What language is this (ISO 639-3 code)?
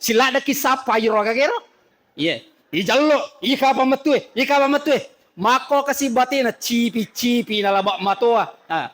bug